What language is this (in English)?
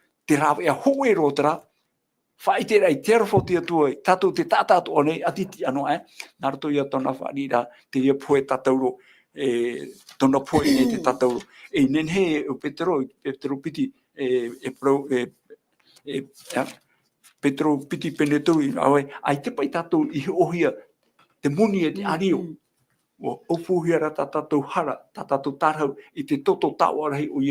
Tahitian